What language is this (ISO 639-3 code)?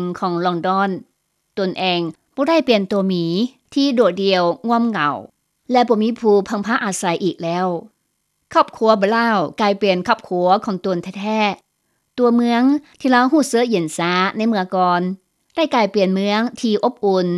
lao